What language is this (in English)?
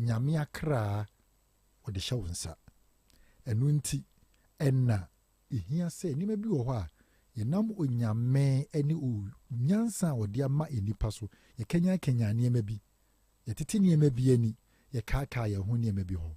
Akan